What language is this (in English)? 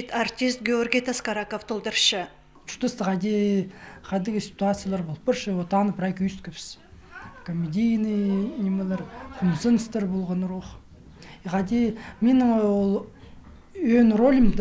Khakas